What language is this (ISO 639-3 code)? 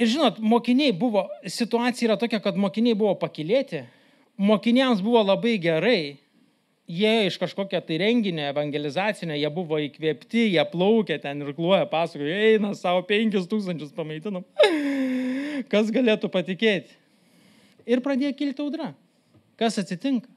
lit